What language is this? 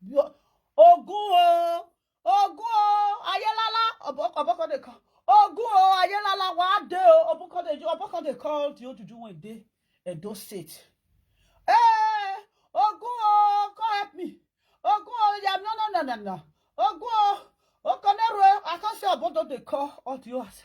Nigerian Pidgin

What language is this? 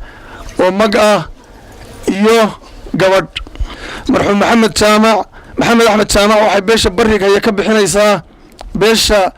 Somali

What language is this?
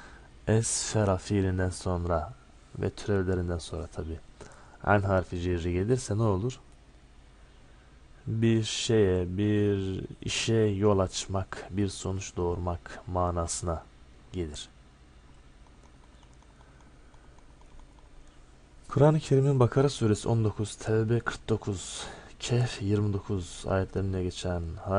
Turkish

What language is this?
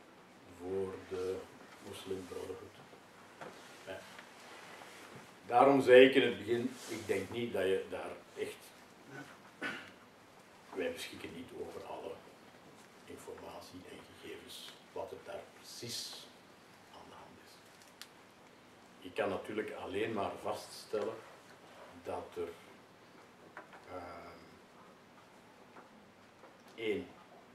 Dutch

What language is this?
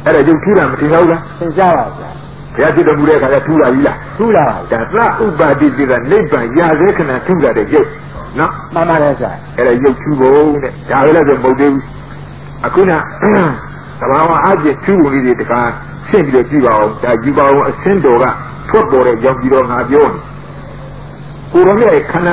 Burmese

